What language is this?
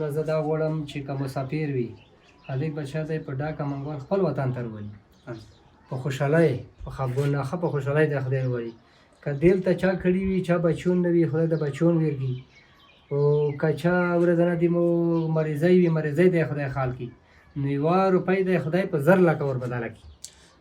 Pashto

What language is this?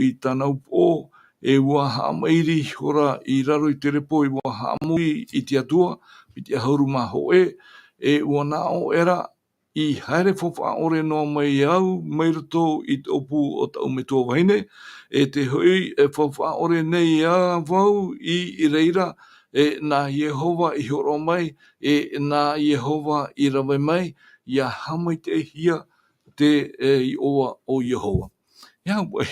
Tahitian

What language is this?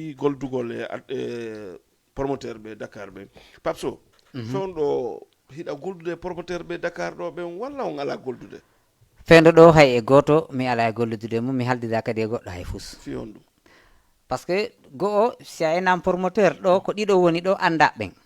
Fula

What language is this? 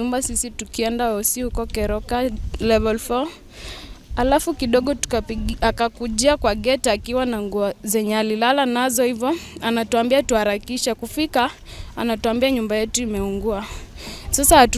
Gusii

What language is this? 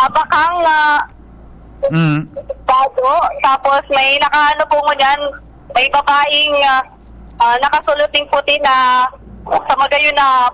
Bikol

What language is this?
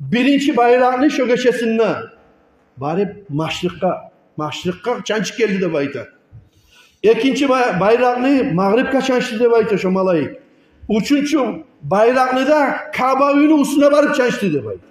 Kumyk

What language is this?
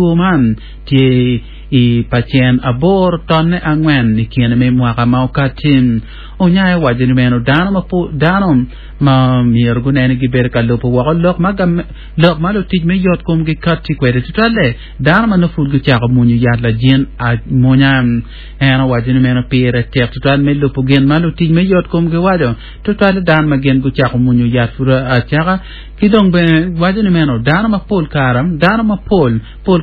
Acoli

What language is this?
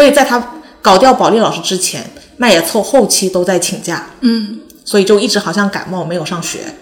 Chinese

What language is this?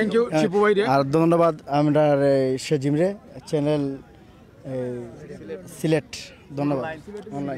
Sylheti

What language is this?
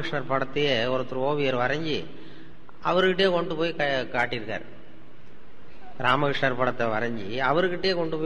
Tamil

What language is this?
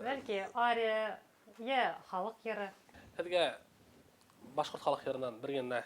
Bashkir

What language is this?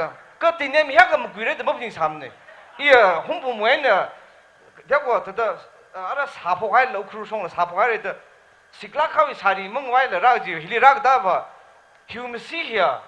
Tangkhul Naga (India)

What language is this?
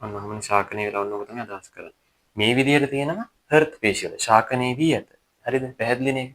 Sinhala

